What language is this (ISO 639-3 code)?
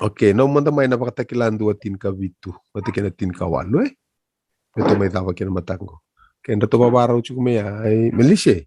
fij